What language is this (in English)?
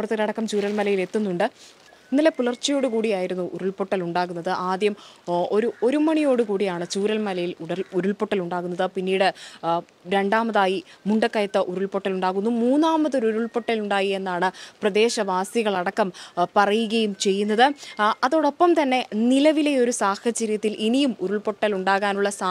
Malayalam